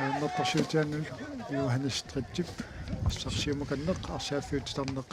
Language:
Kalaallisut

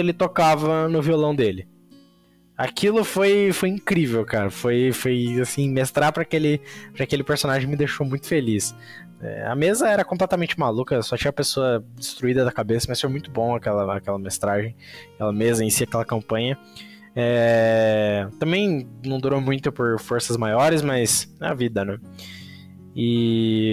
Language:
Portuguese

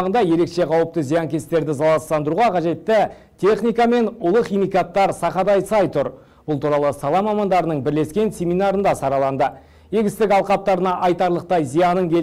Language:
Kazakh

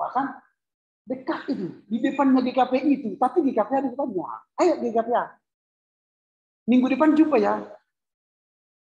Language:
Indonesian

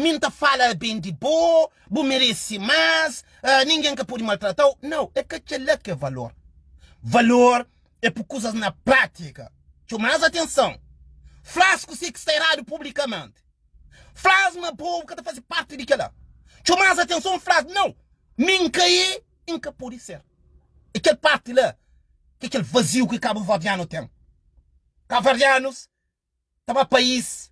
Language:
Kabuverdianu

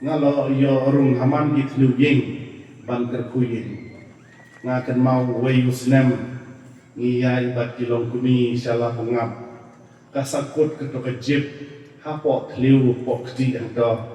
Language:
Khasi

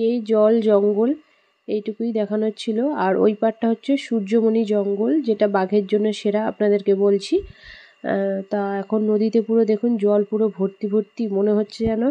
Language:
Bangla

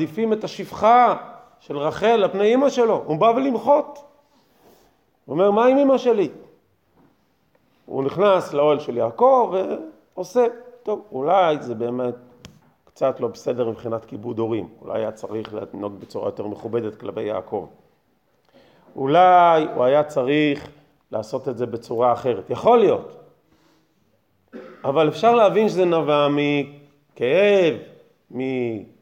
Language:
Hebrew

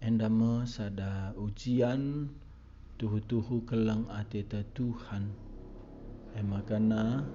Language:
Batak Karo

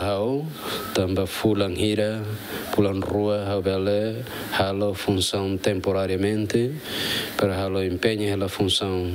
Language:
Tetum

